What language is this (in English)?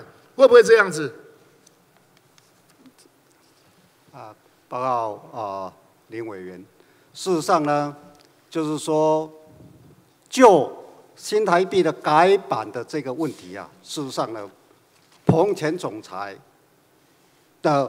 Chinese